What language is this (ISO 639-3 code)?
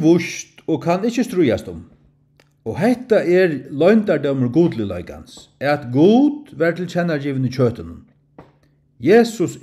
fao